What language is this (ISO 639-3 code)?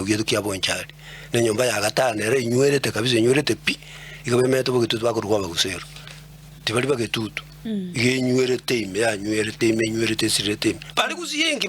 guz